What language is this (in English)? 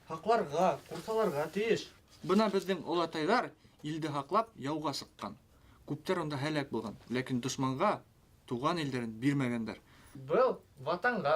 Bashkir